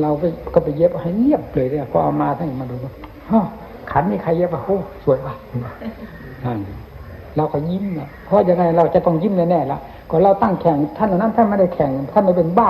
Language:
Thai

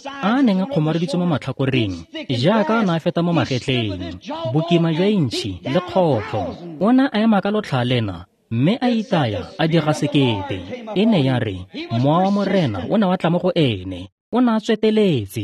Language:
Tswana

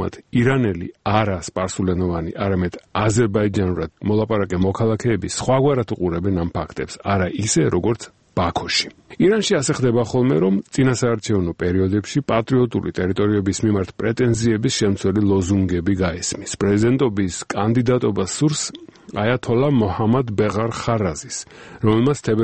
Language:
Georgian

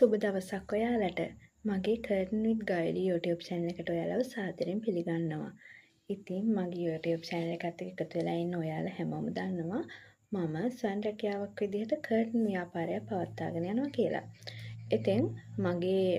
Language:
Sinhala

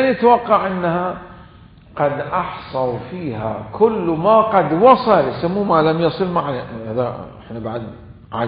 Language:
Mesopotamian Arabic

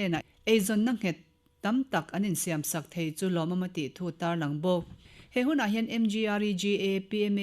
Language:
Mizo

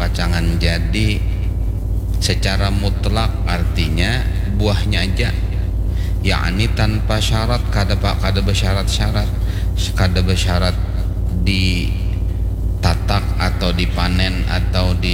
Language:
Banjar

